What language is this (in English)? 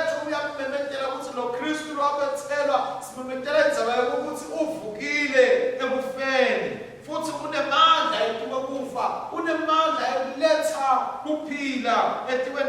Swati